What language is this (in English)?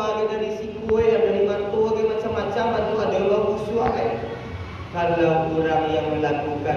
Minangkabau